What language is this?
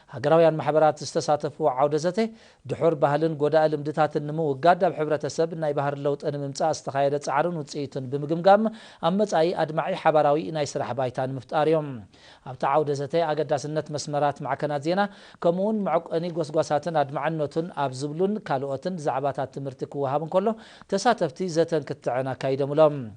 Tigrinya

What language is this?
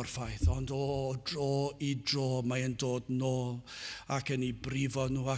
Welsh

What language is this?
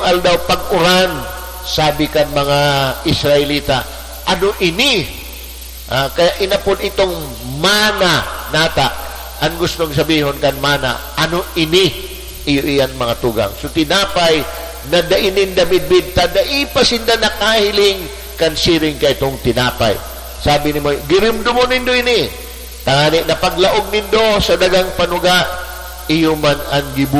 Bikol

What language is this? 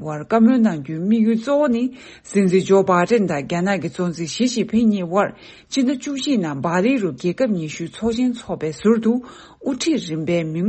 Tibetan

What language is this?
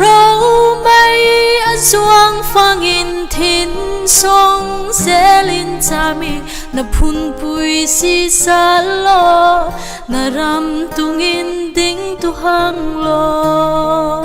Falam Chin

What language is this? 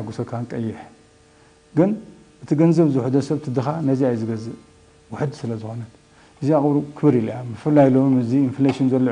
Tigrinya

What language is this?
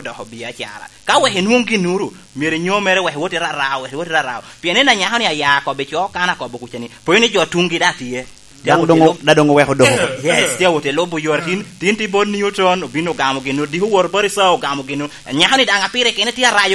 Lango (Uganda)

